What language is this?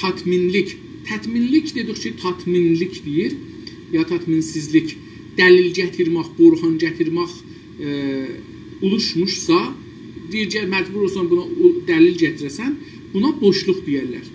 South Azerbaijani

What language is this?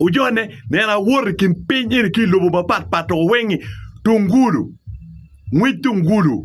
Acoli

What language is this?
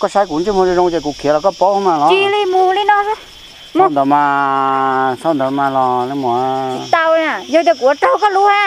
Hmong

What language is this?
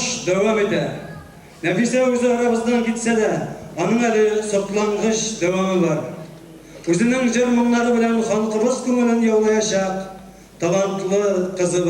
Tatar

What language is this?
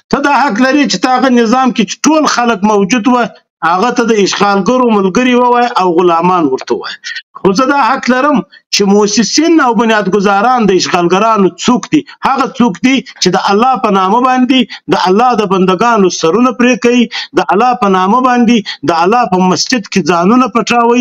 Pashto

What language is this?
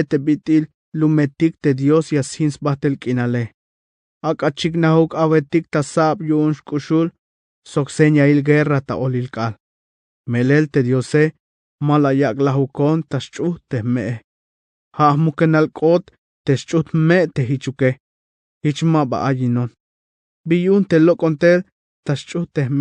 Tzeltal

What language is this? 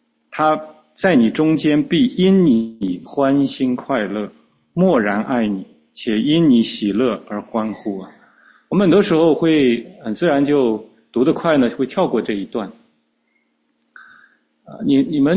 Chinese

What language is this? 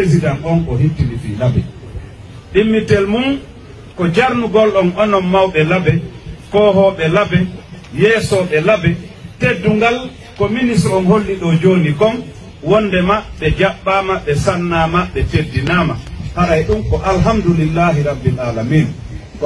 Fula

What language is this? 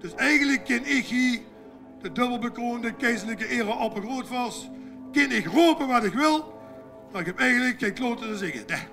Limburgish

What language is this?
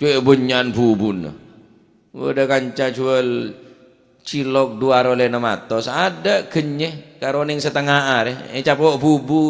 Madurese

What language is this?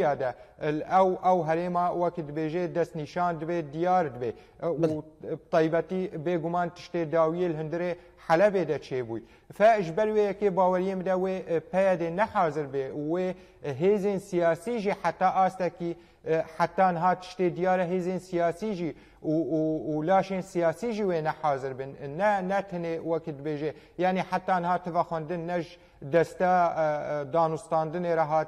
Kurdish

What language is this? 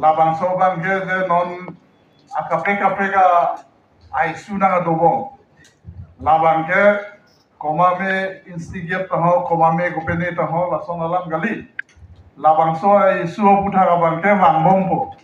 Karbi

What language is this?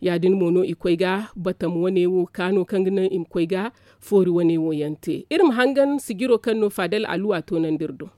Zarma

